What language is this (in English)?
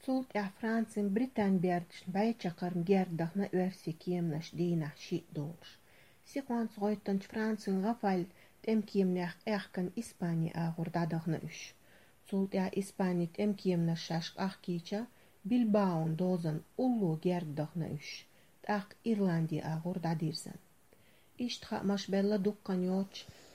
Chechen